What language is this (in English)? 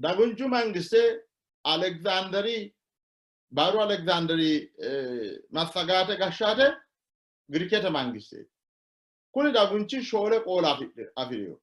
Sidamo